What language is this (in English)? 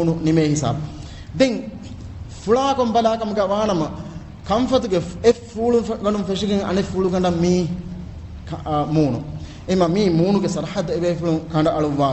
Divehi